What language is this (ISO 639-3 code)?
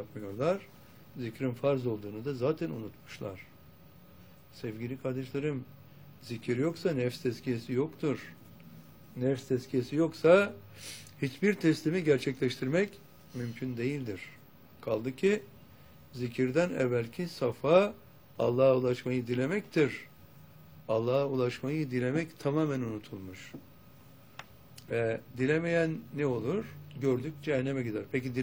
tur